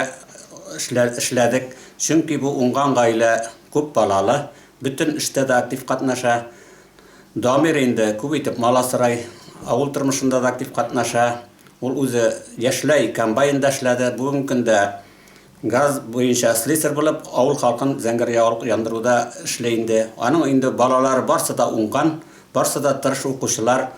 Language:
Tatar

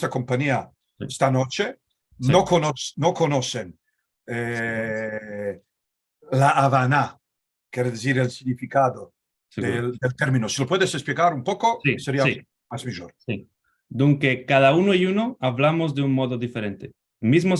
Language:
Ladino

